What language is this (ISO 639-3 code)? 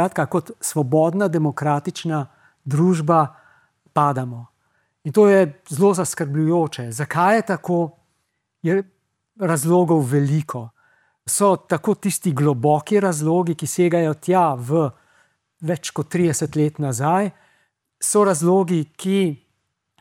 slv